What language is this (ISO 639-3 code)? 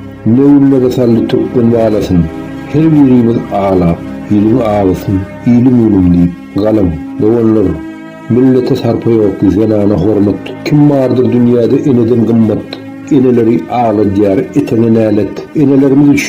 tuk